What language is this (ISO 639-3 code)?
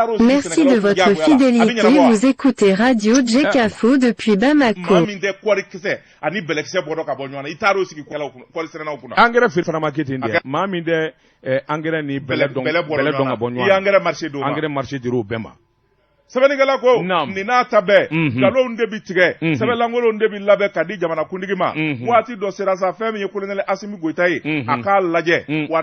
bam